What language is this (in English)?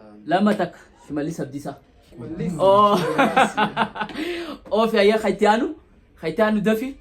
Oromo